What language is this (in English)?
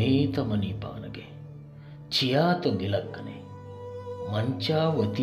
Baluchi